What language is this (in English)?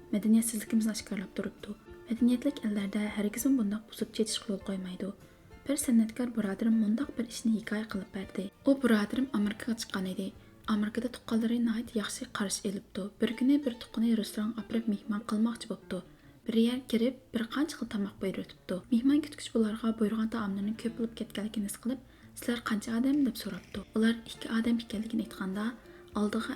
Uyghur